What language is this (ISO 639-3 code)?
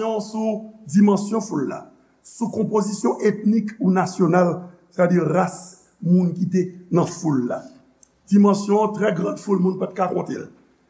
hat